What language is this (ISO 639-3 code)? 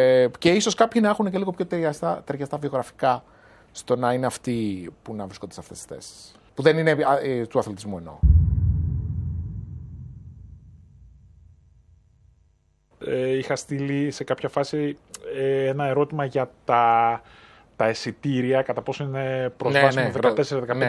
ell